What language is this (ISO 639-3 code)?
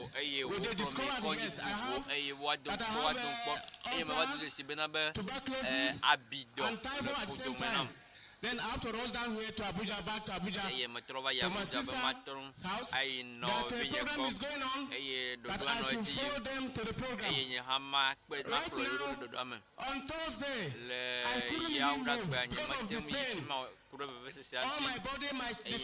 ewe